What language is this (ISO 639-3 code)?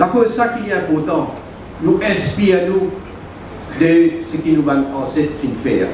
mfe